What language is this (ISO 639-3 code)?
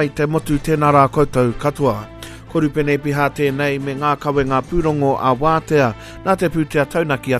mri